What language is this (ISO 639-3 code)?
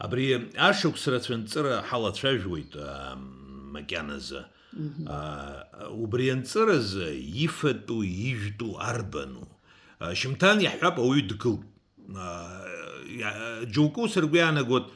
abk